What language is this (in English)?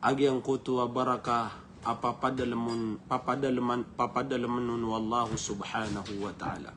Maranao